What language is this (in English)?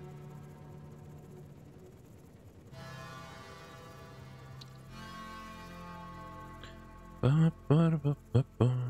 English